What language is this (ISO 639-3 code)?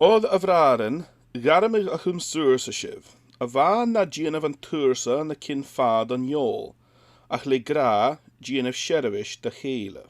gla